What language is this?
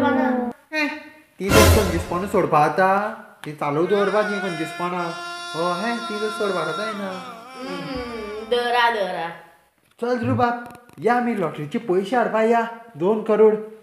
Konkani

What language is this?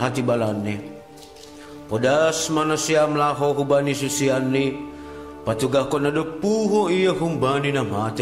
Batak Simalungun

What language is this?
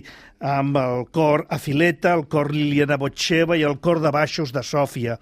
Catalan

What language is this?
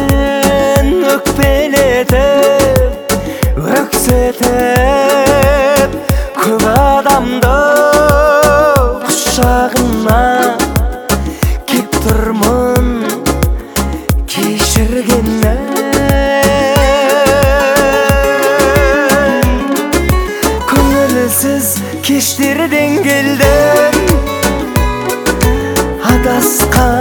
Kazakh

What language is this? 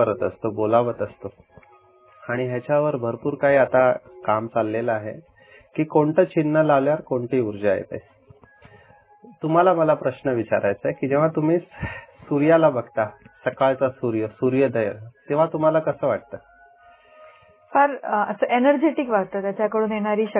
Marathi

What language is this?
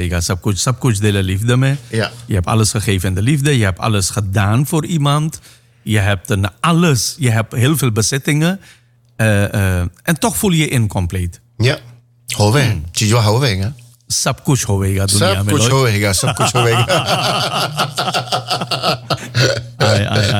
Dutch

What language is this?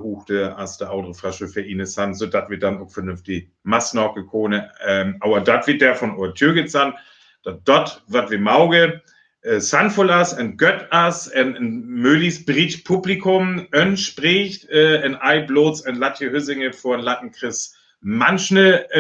Northern Frisian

